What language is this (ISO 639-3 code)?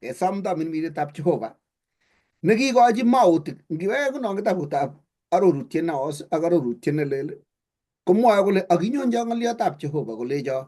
kln